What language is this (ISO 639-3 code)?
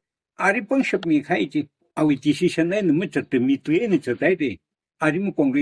nmf